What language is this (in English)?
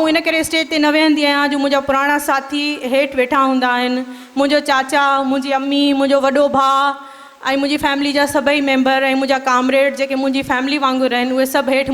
Sindhi